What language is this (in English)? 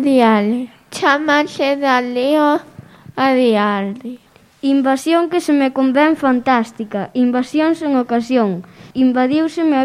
Galician